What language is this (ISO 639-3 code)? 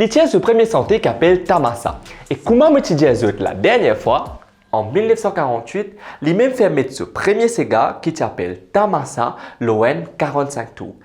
mfe